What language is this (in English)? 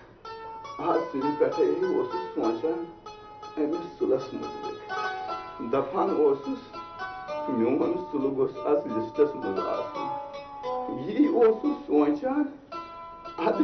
Kashmiri